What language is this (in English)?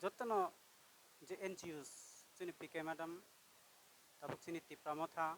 Kok Borok